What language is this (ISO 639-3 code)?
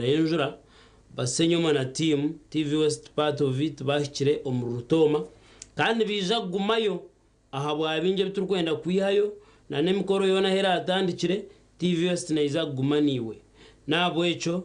nyn